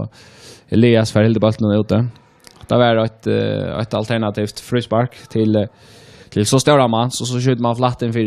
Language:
Faroese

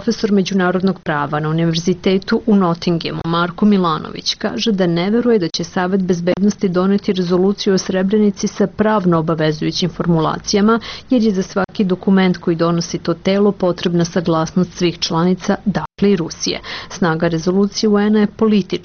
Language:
Serbian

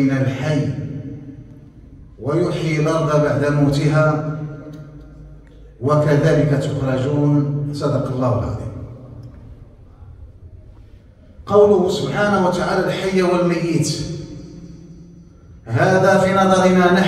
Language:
Arabic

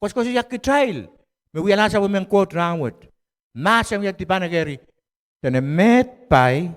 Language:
Pohnpeian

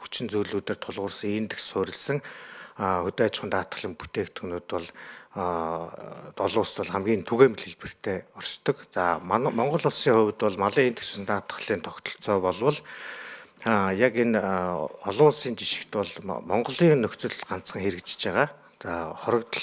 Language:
Mongolian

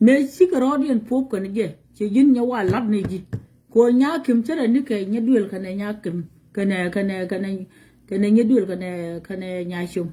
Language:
Nuer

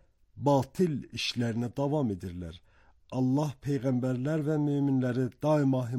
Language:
Azerbaijani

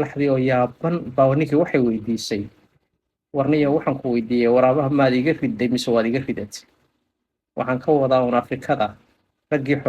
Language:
Somali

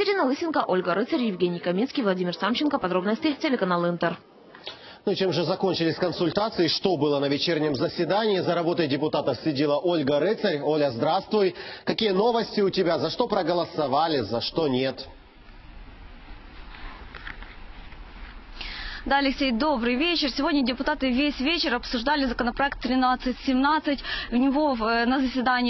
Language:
Russian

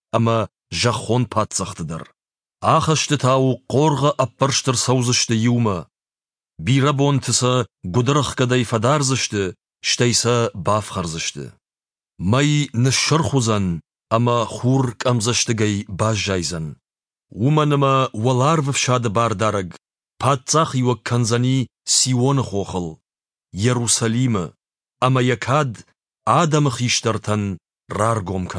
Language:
Ossetic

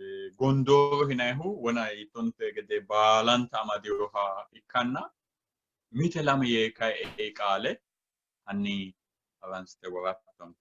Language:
Sidamo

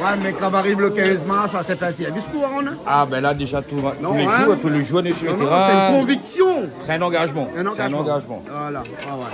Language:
Réunion Creole French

